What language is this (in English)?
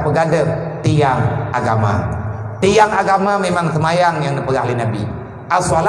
Achinese